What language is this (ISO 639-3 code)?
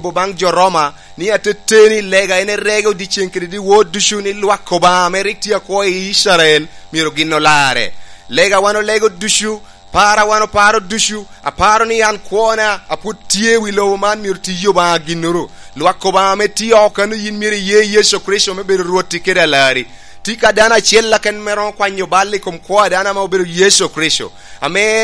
laj